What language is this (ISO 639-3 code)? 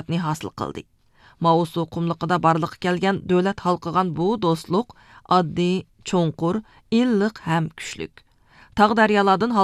uig